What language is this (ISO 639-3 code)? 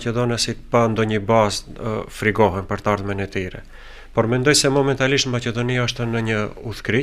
sqi